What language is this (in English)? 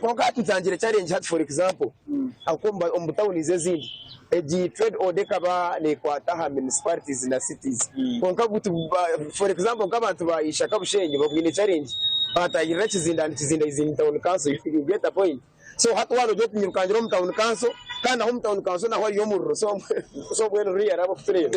Nyankole